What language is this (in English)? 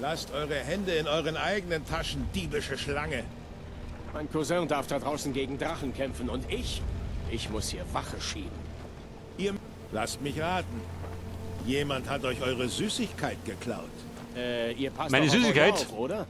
Bavarian